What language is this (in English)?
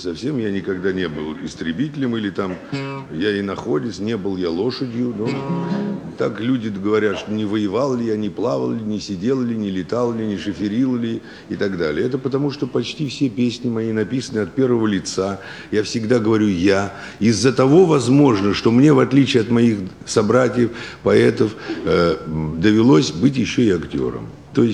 Russian